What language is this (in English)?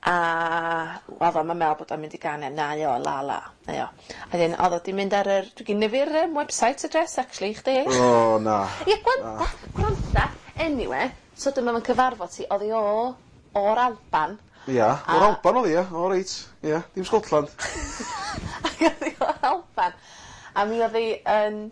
Welsh